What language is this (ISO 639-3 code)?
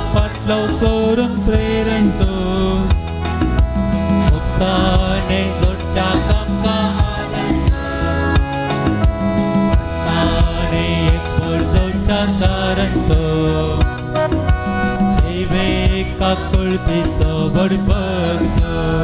kok